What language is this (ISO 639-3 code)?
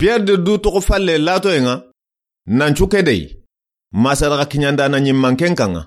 snk